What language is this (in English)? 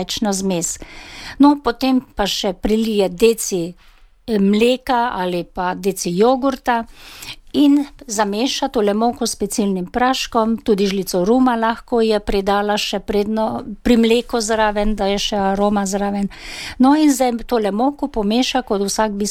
Slovenian